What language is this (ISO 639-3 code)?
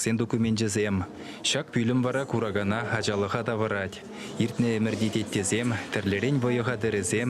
chv